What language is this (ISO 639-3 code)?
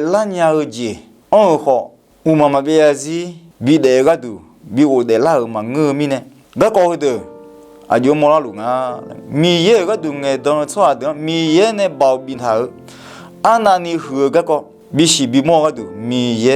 ahk